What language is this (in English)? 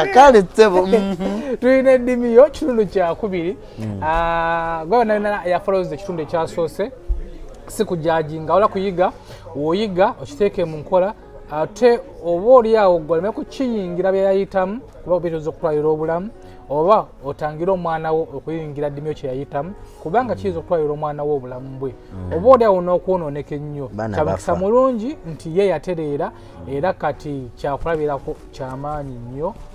Ganda